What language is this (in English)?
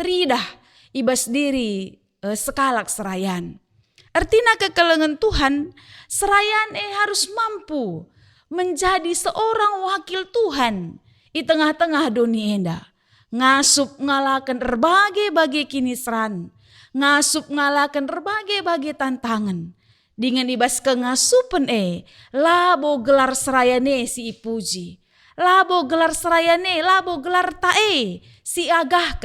Batak Karo